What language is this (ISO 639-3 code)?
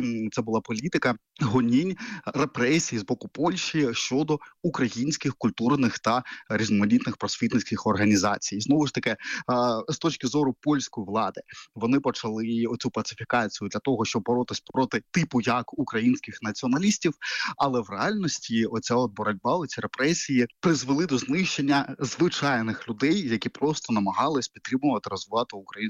ukr